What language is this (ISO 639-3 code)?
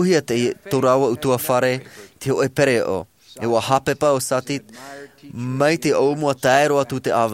tah